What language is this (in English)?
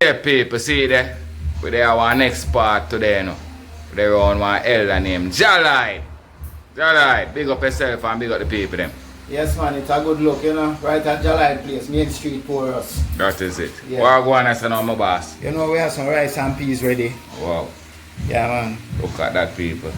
Jamaican Creole English